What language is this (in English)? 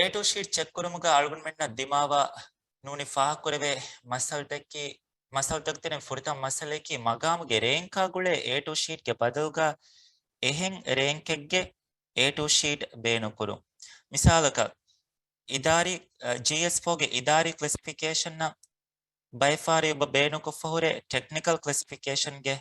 Divehi